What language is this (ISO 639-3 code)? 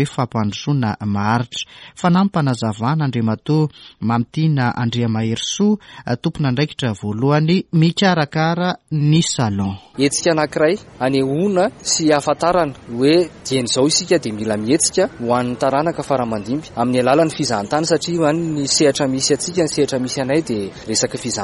mlg